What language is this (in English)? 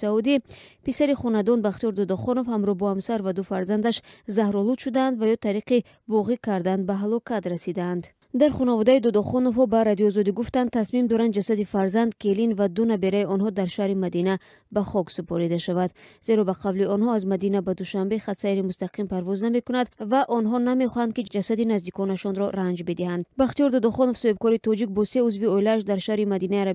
Tajik